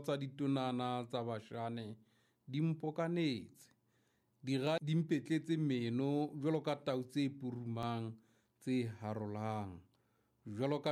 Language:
Southern Sotho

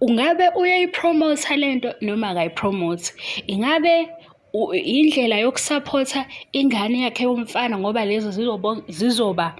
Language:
Zulu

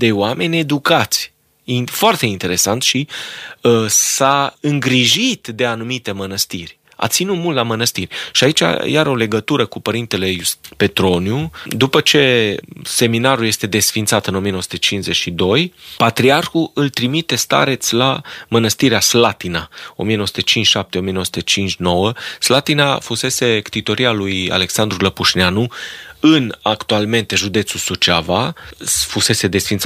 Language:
Romanian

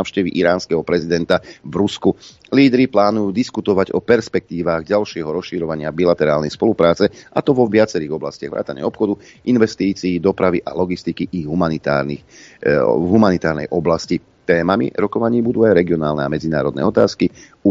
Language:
Slovak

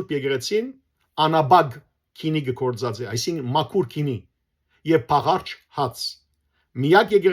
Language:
Western Armenian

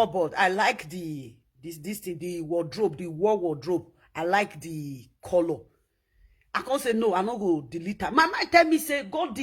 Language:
Nigerian Pidgin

